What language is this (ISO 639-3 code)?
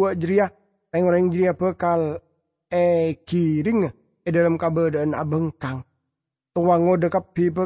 mad